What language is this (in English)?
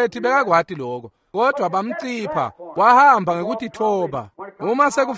Swati